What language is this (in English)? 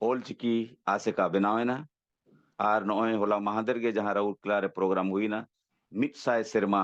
Santali